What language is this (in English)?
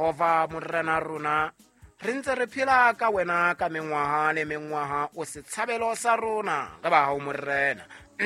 Southern Sotho